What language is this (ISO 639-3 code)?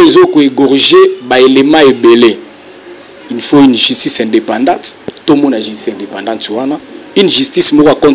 lin